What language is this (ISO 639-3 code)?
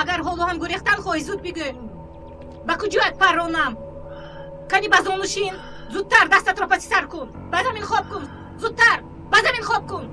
tgk